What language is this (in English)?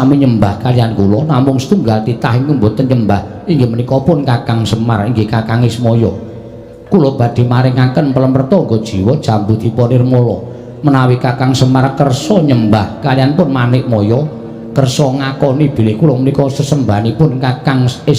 Javanese